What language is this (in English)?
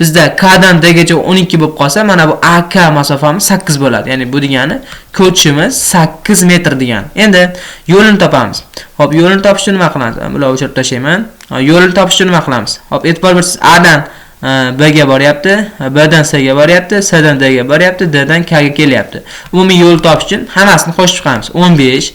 Uzbek